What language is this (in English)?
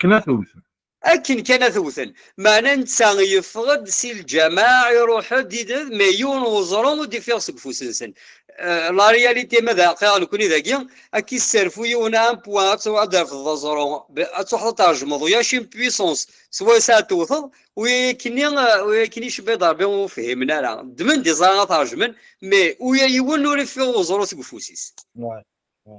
Kabyle